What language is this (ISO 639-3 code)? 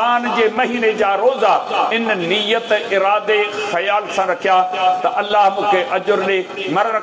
snd